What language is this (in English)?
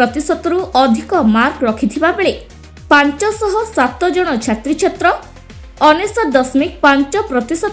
Odia